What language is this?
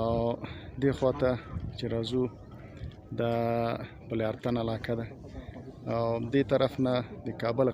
Pashto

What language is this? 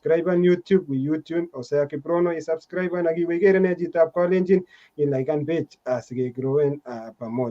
Kalenjin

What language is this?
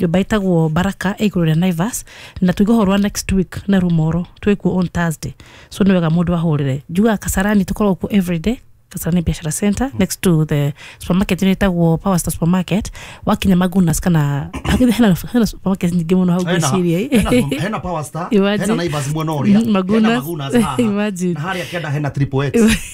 Kikuyu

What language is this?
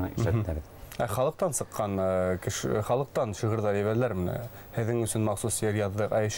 Bashkir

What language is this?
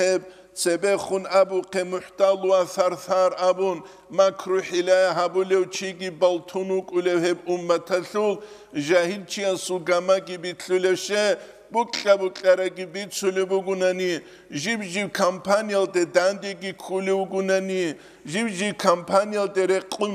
Avaric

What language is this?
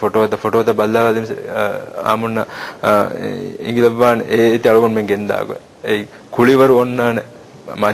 Divehi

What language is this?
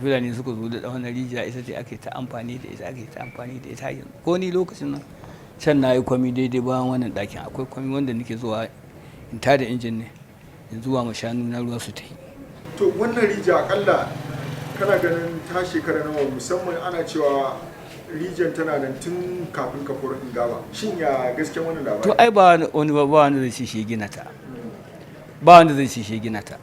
Hausa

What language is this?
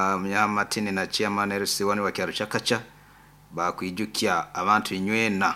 Nyoro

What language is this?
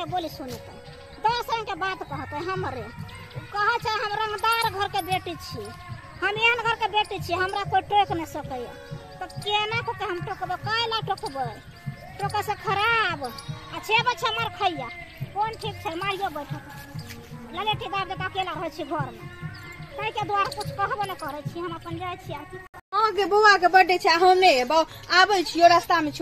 Maithili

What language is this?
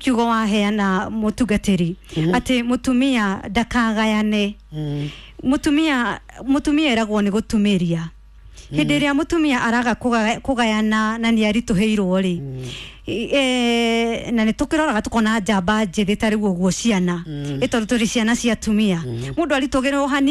Kikuyu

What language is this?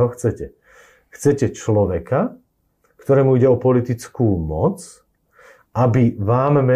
Slovak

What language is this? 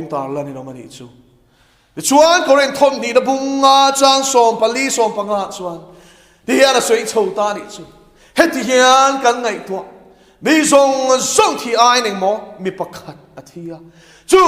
Mizo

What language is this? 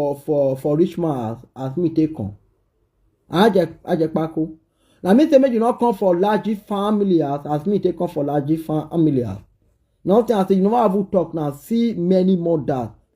Nigerian Pidgin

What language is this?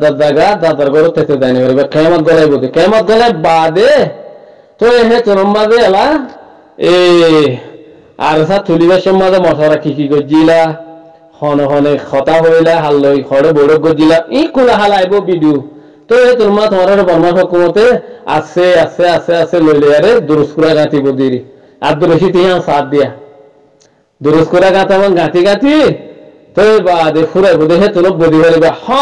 Rohingya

